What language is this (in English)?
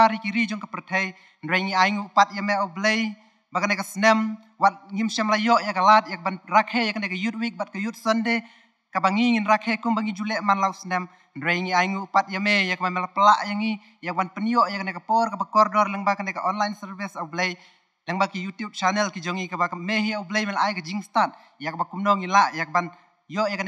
Khasi